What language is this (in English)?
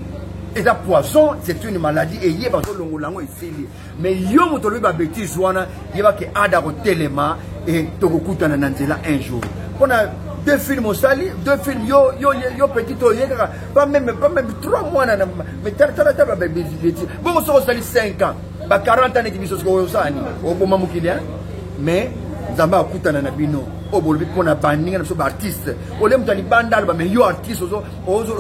Lingala